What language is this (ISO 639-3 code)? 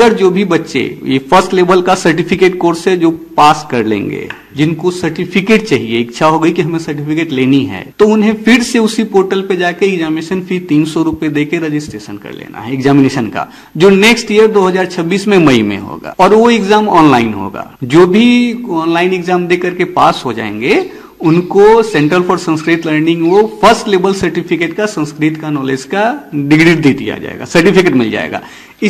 hin